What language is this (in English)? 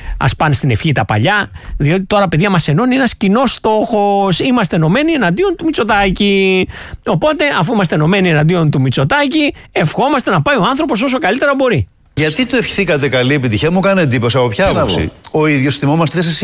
Greek